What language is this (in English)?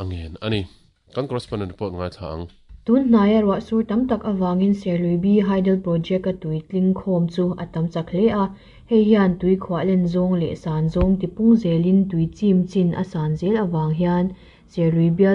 Mizo